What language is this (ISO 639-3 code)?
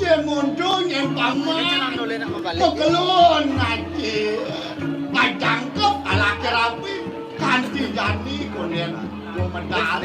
ban